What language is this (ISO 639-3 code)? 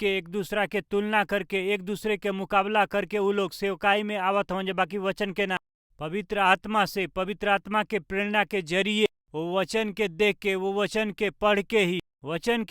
bho